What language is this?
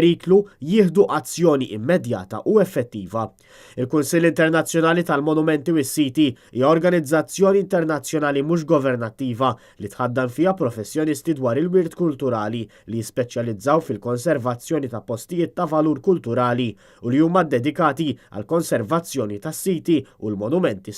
Maltese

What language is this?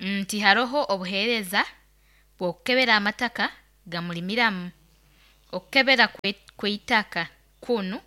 Nyoro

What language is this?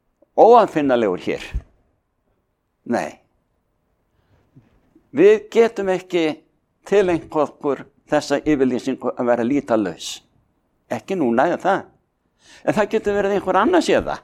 Icelandic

